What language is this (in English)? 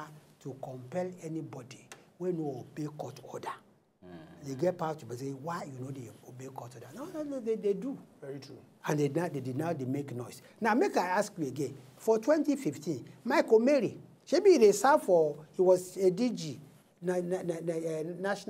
Nigerian Pidgin